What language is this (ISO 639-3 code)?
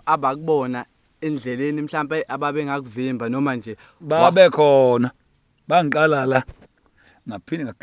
zul